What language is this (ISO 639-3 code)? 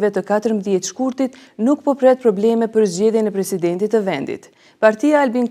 sqi